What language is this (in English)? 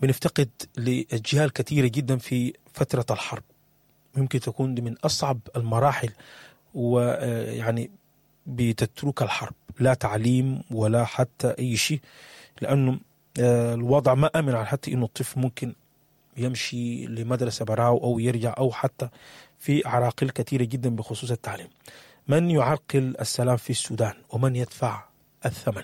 Sudanese Arabic